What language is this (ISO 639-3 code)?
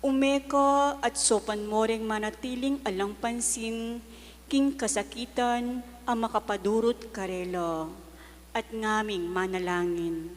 pam